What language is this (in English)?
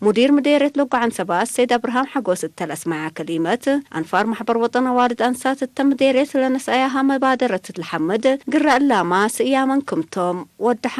Tigre